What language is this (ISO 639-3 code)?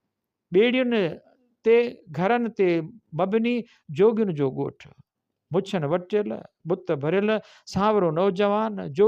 snd